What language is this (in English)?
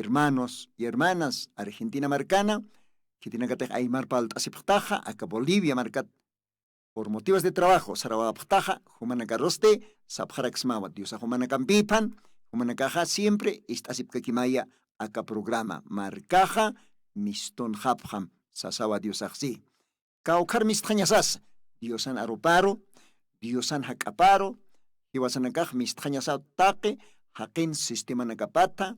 Aymara